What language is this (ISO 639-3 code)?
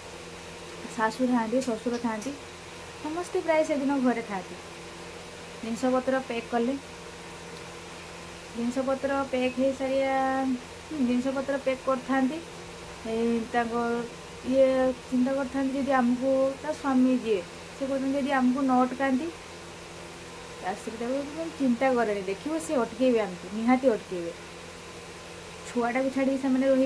ori